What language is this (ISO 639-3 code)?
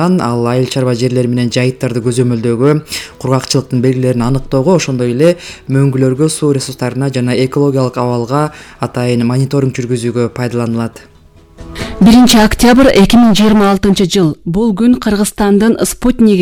kir